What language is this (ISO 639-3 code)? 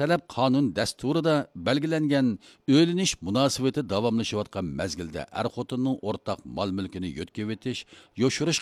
uig